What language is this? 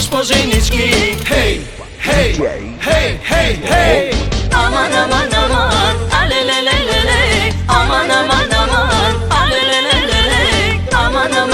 Bulgarian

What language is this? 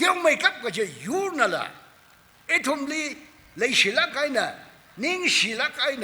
Tangkhul Naga (India)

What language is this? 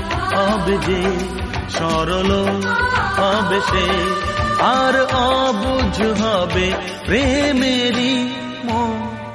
Bangla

